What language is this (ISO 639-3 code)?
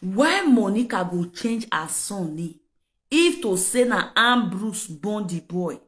pcm